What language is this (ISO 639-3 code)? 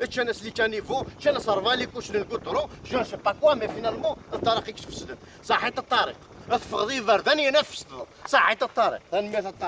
kab